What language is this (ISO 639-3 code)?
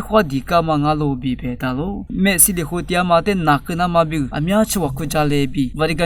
lis